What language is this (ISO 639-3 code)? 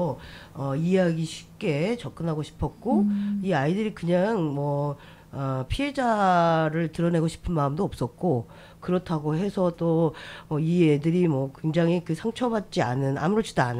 kor